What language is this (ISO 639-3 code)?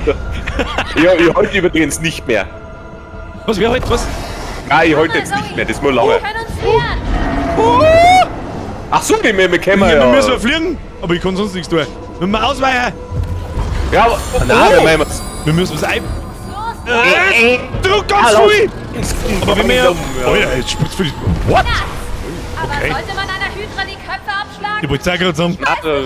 bar